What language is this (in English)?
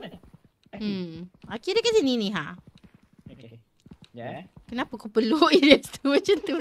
Malay